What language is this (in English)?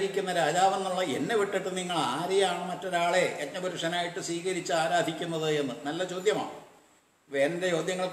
Malayalam